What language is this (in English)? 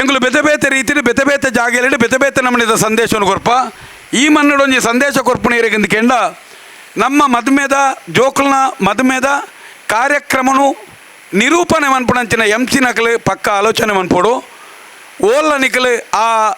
Tulu